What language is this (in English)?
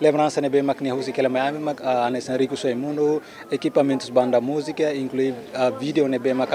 Tetum